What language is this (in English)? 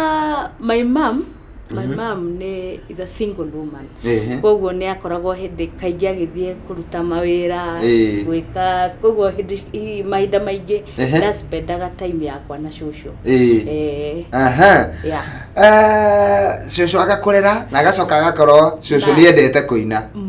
Kikuyu